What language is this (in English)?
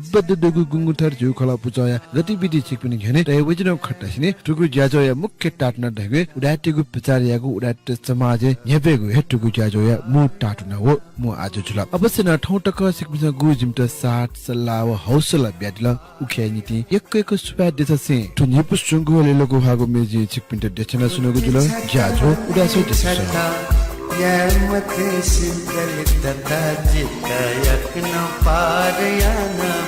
Newari